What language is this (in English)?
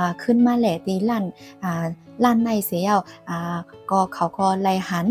Shan